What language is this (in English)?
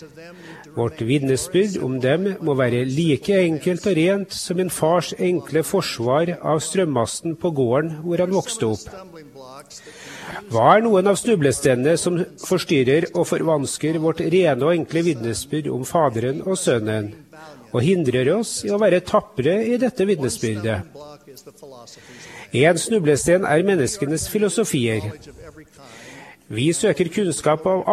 Norwegian